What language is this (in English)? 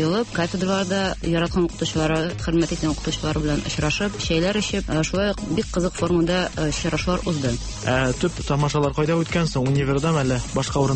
Tatar